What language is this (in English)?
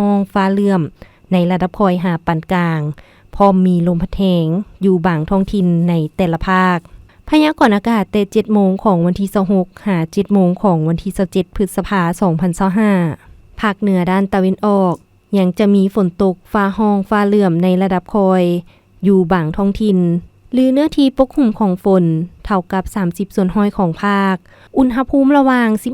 Lao